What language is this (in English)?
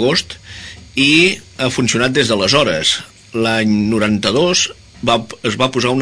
Catalan